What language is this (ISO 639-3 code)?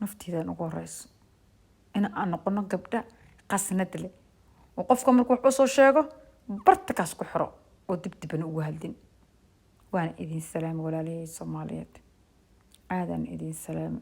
som